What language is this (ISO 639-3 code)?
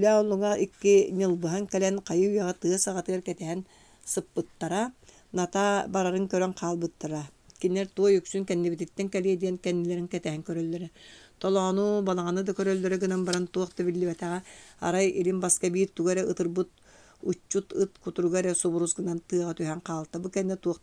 sah